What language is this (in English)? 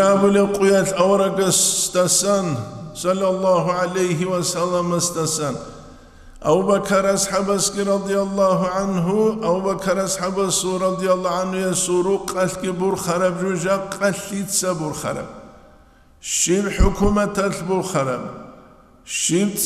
Avaric